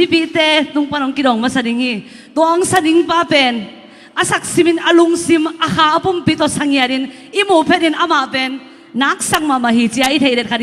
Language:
Tedim Chin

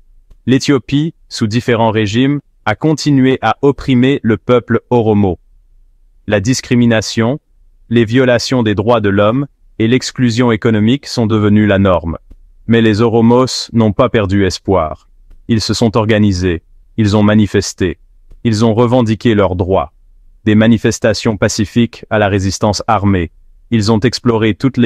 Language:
French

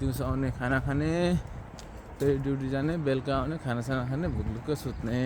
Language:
Nepali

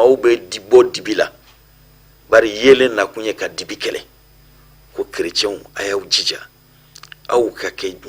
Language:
Bambara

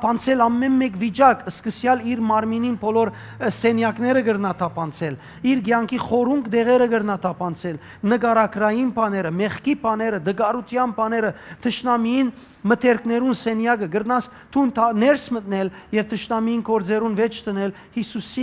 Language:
Western Armenian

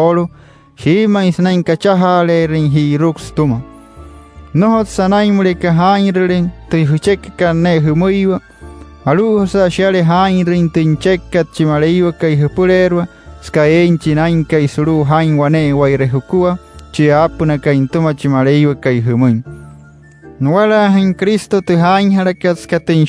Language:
Wayuu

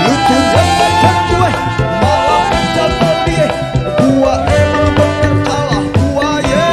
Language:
Betawi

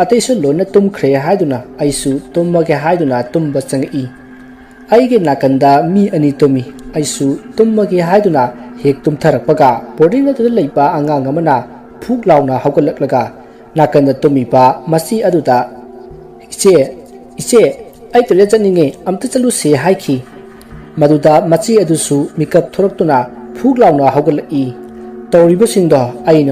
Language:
Manipuri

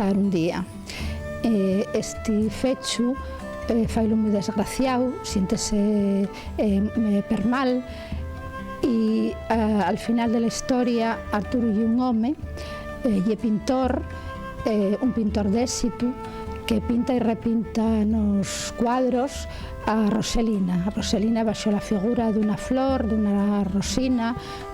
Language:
Asturian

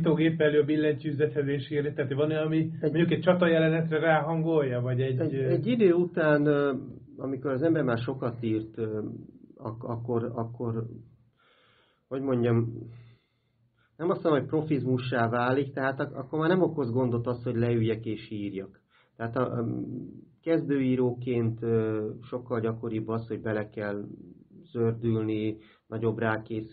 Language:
Hungarian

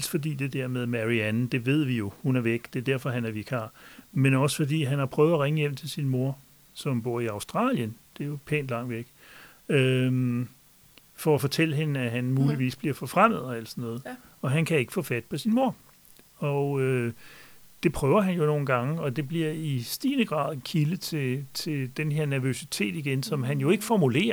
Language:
Danish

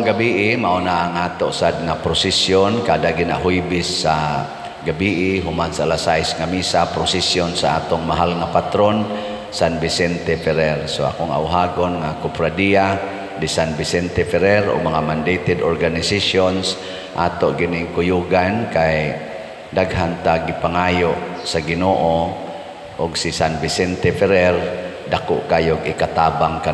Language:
Cebuano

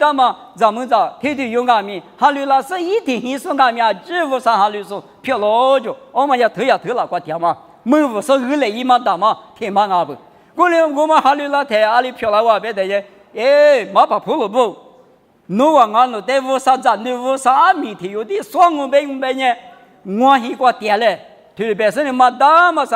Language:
Lisu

